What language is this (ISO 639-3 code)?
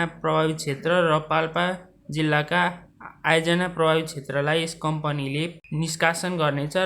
nep